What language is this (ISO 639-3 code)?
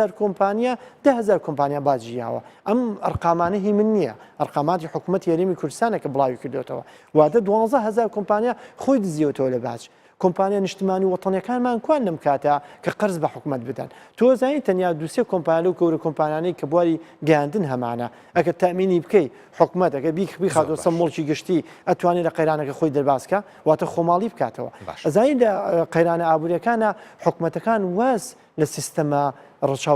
ckb